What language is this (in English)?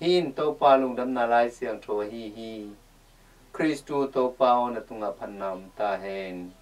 Tedim Chin